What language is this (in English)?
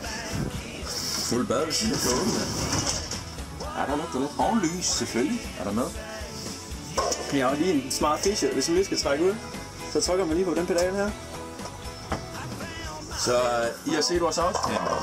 Danish